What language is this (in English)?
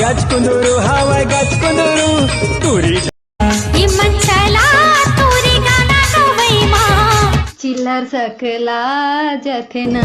Chhattisgarhi